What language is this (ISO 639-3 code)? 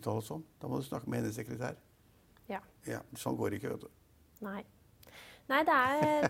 nor